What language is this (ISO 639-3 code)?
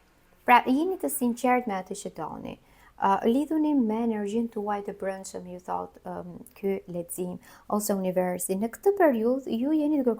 sqi